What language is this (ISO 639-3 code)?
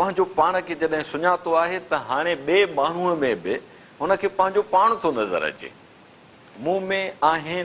snd